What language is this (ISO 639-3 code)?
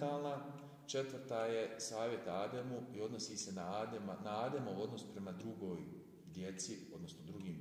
bos